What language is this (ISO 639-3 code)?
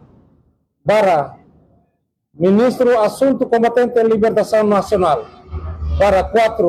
tet